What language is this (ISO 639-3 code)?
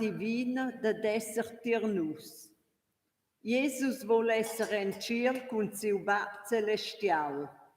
roh